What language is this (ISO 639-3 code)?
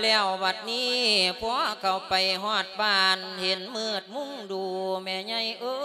lao